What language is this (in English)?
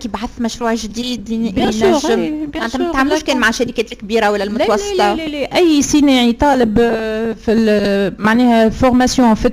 Tunisian Arabic